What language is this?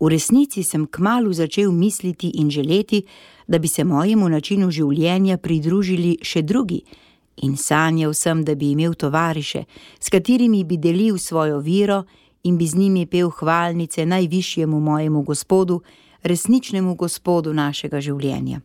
Slovenian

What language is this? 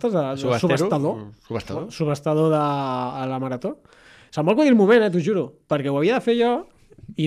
Catalan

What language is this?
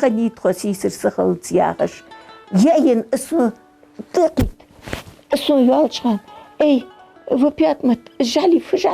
Ingush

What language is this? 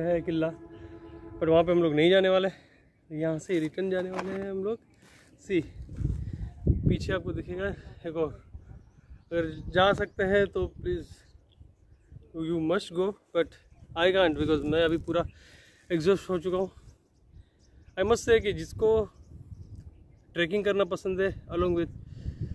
Hindi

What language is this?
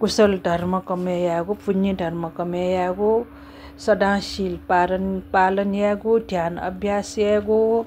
Newari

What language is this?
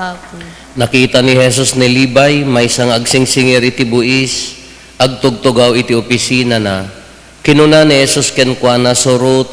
Iloko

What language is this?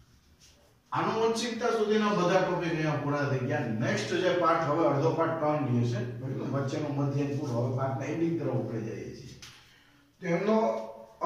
Gujarati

